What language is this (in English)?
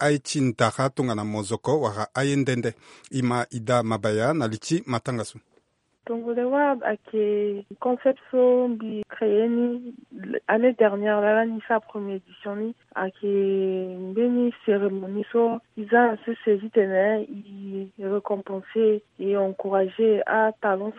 Sango